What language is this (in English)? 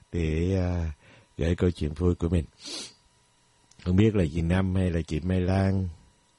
Vietnamese